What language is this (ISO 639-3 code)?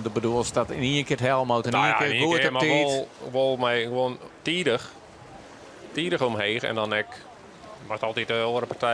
fry